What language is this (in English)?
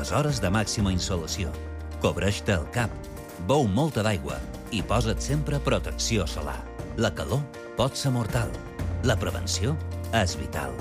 Catalan